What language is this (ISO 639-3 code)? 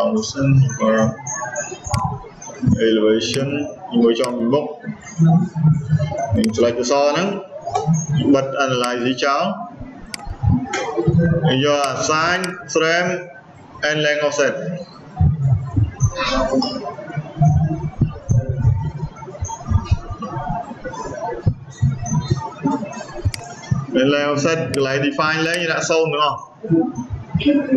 vie